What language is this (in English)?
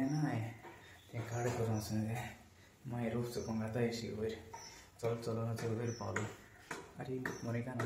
Konkani